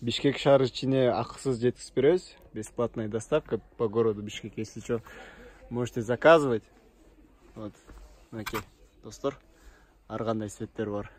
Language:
Kyrgyz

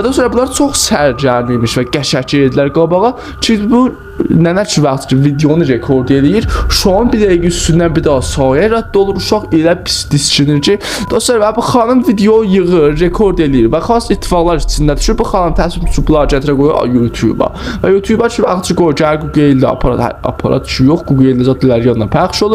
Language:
South Azerbaijani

